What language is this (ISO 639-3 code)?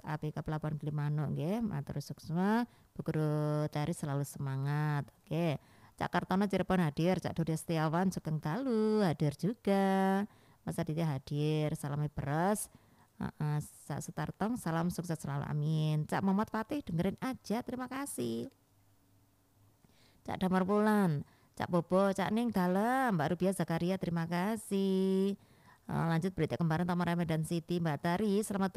ind